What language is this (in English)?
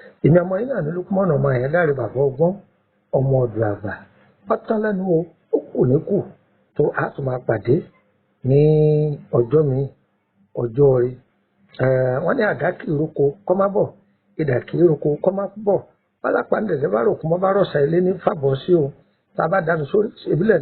Yoruba